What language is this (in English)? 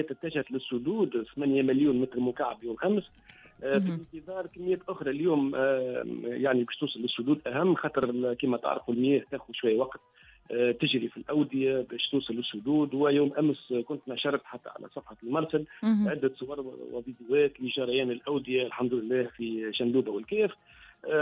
Tunisian Arabic